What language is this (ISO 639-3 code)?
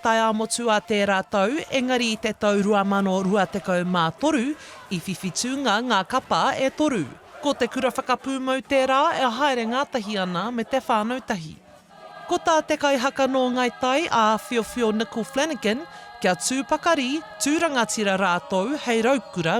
mri